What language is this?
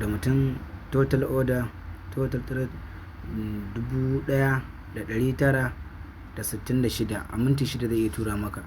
Hausa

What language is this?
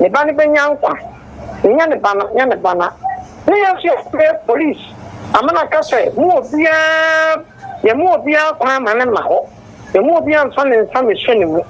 Akan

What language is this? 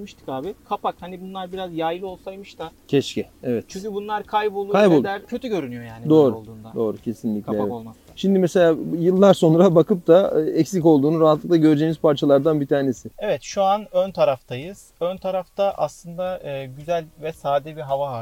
Turkish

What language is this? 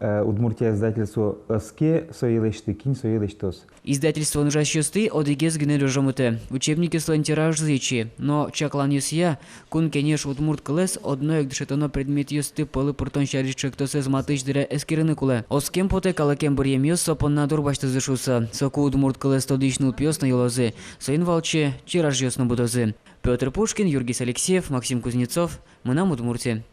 Udmurt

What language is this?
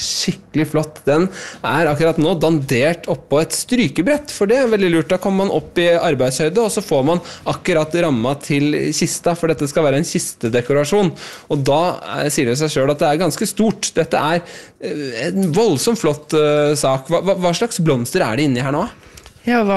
Norwegian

